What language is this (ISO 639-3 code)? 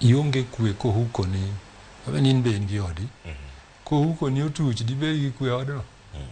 luo